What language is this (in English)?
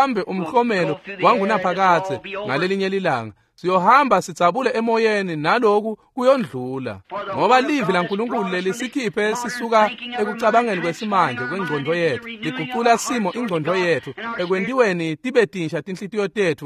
Swati